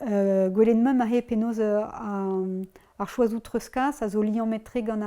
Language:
Breton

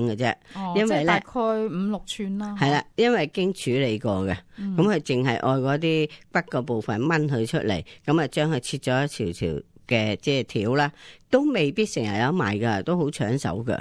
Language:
Cantonese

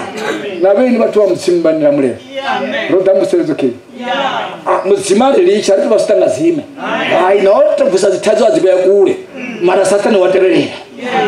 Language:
Venda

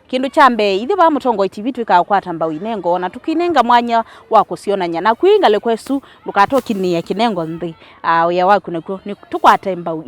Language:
Kamba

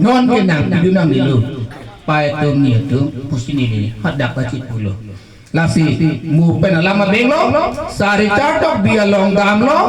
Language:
Karbi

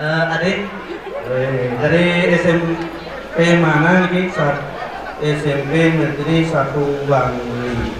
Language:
Balinese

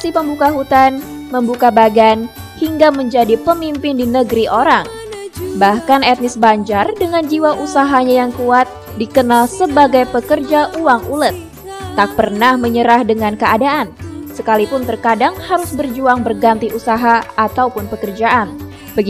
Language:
Banjar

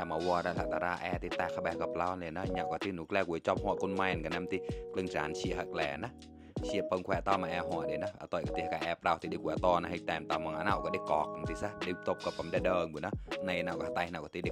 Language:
Mon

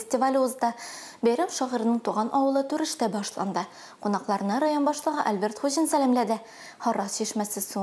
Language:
Tatar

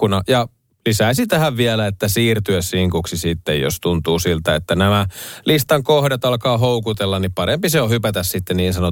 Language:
Finnish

